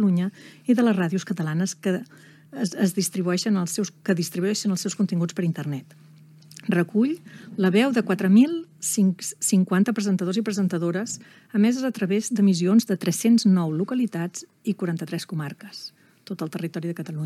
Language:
Catalan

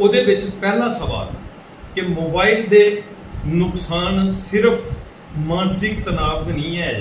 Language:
Dogri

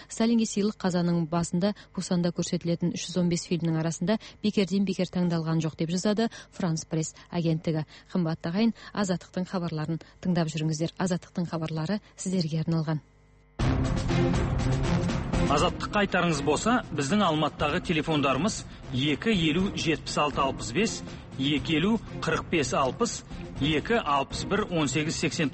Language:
Kazakh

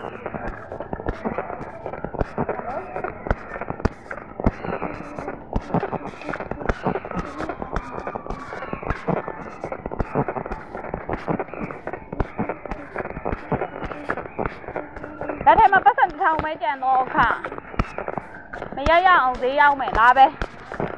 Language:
Burmese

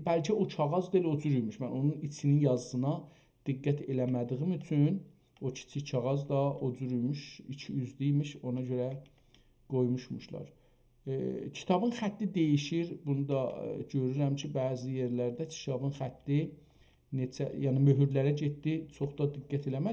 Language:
South Azerbaijani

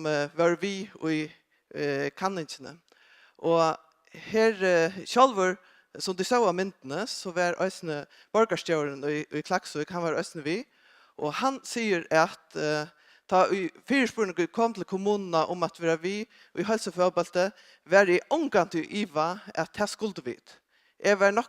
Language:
Faroese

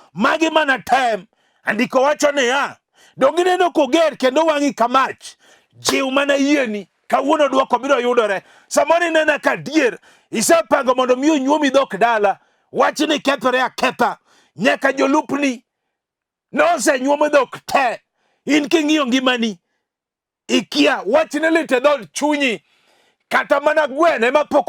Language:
Luo (Kenya and Tanzania)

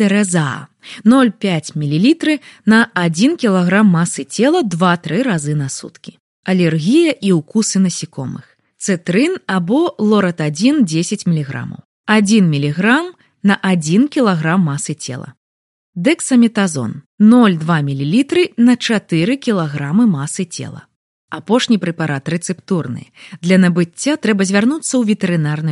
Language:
Belarusian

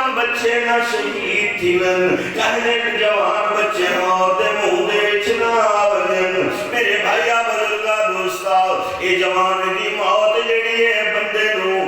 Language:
Saraiki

